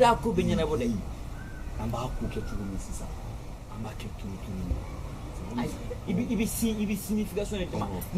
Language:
Bambara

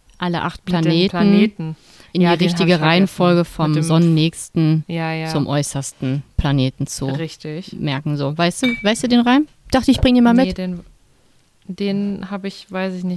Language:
German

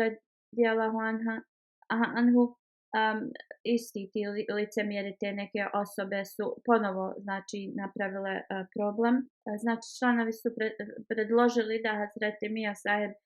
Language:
Bosnian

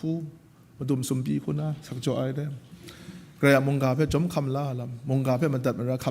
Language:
Kachin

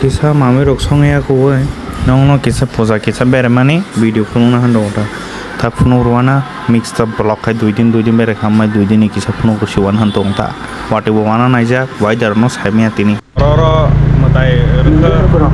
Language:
Kok Borok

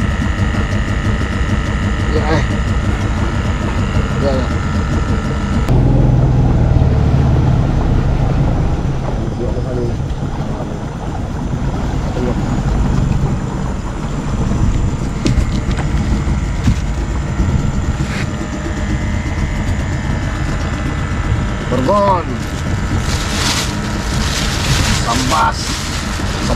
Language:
Malay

